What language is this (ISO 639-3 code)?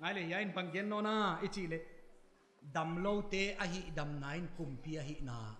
pck